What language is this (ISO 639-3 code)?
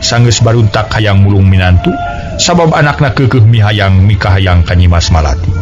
sun